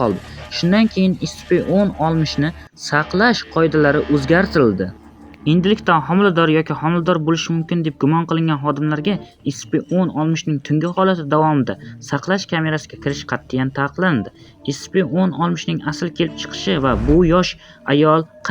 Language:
Uzbek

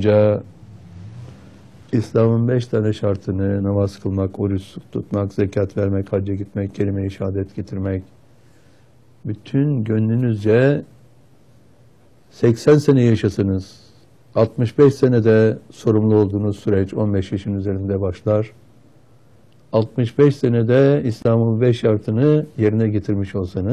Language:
Turkish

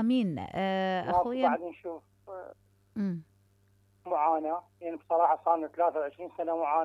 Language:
Mesopotamian Arabic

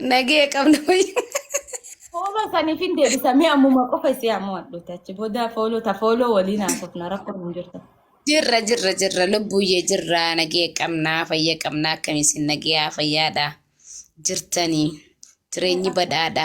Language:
Oromo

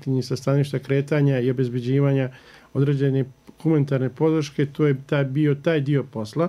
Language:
Bosnian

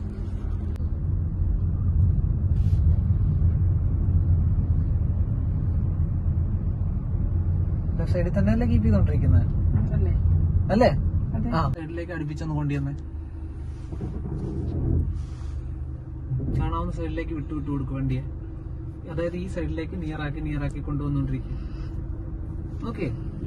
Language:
Malayalam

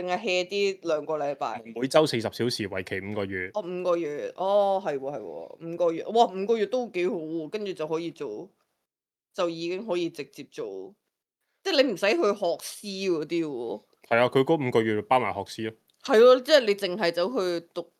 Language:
Cantonese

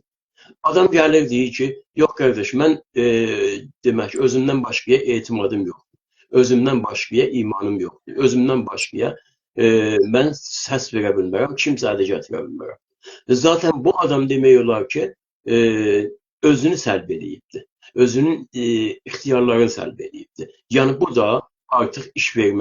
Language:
South Azerbaijani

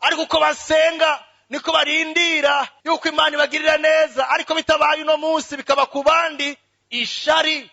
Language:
Rundi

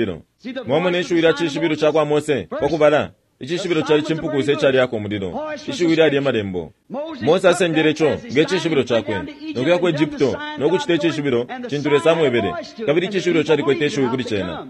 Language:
Bemba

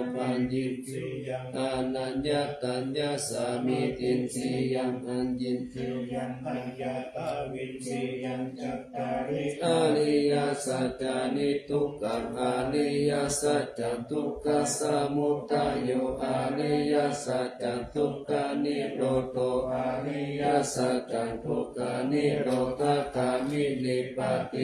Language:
Pali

